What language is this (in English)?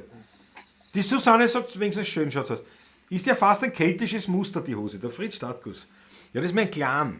Bavarian